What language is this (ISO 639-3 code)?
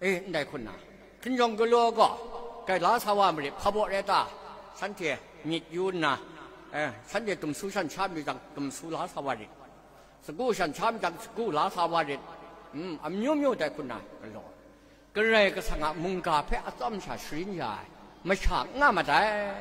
kac